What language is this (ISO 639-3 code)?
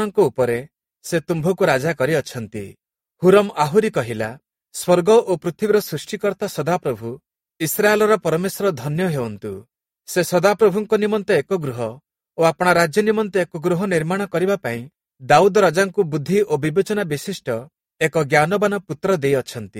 ori